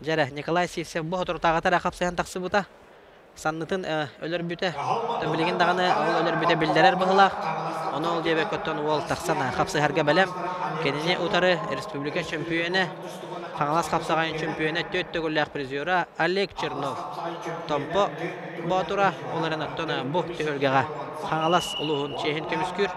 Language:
Yakut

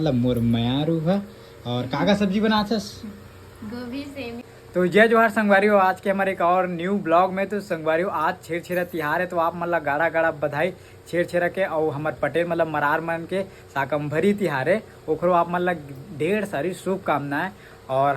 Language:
Chhattisgarhi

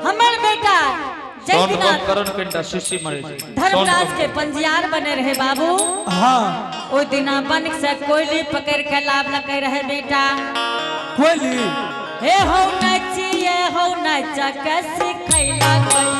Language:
Angika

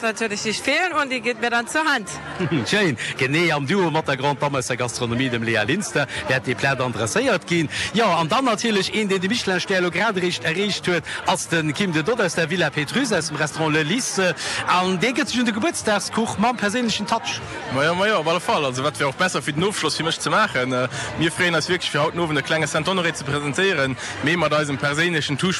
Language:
Luxembourgish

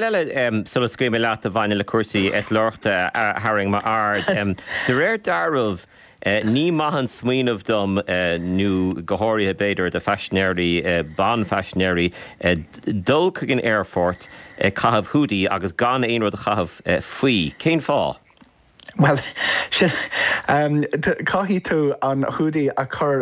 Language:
Irish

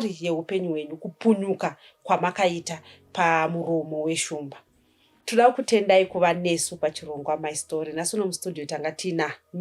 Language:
Shona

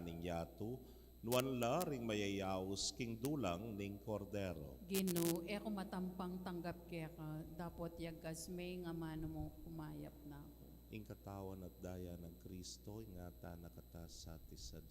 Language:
Pampanga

